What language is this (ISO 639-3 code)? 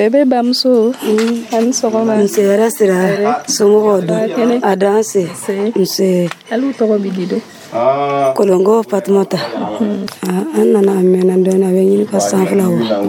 dyu